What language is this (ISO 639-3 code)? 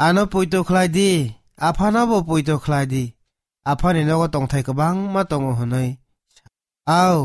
trp